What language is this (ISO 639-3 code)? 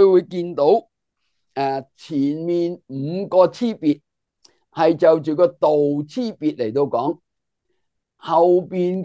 yue